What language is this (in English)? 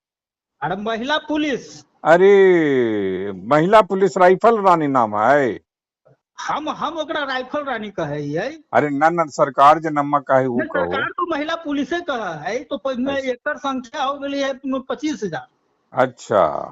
Magahi